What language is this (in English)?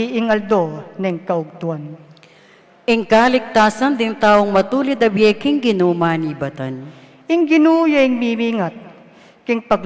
Pampanga